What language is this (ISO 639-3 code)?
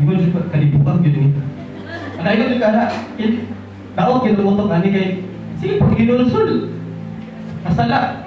ceb